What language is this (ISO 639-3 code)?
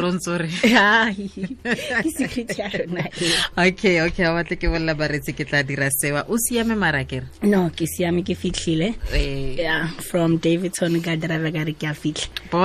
tsn